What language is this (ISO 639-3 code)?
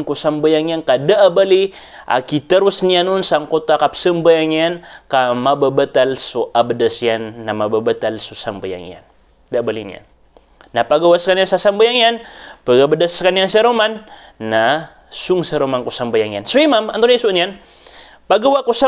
mrw